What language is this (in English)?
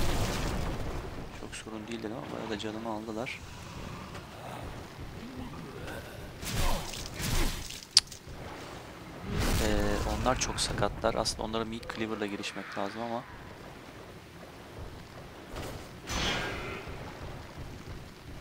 Turkish